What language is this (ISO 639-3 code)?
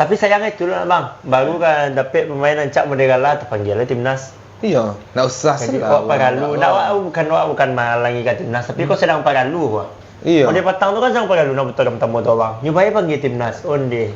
min